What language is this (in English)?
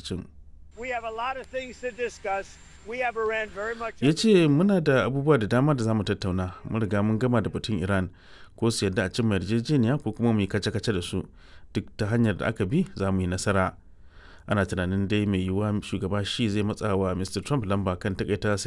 Hausa